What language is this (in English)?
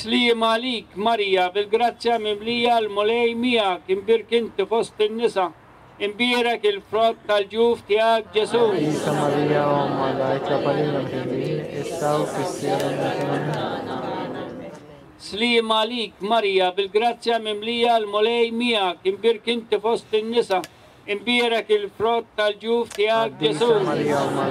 Maltese